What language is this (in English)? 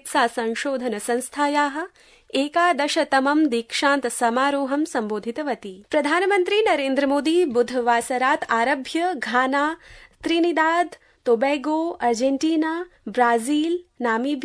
Sanskrit